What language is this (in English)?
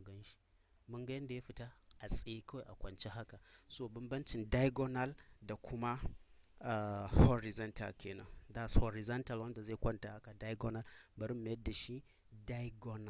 Hausa